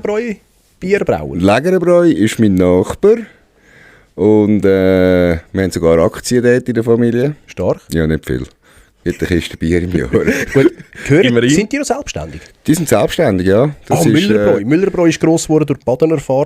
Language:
Swiss German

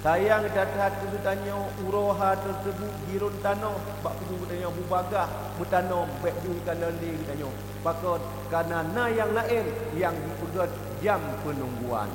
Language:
Achinese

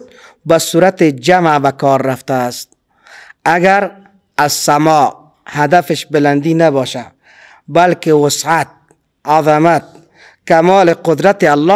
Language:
Persian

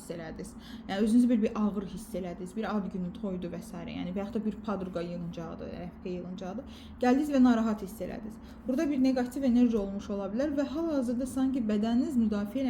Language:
Azerbaijani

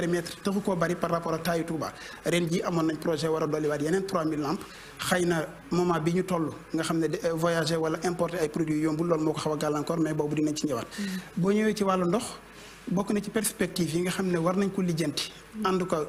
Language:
Wolof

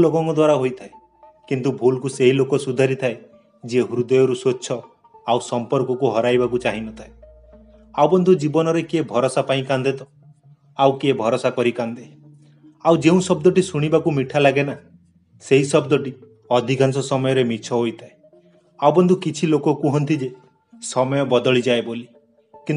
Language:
Odia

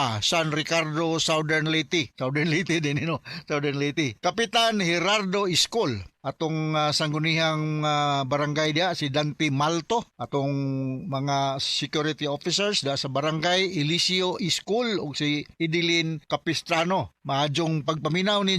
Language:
Cebuano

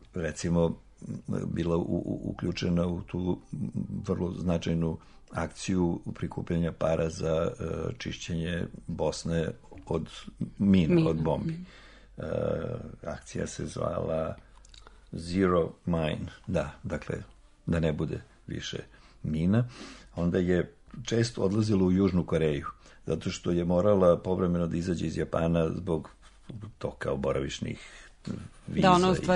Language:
Serbian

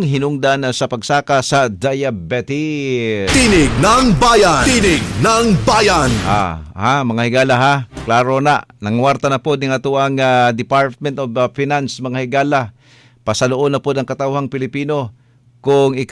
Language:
Cebuano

